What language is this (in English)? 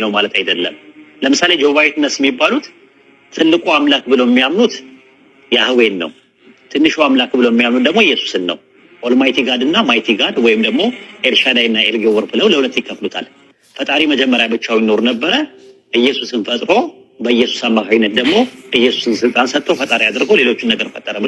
Amharic